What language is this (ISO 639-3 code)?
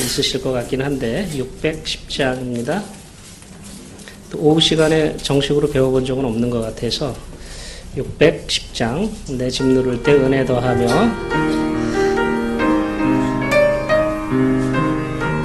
kor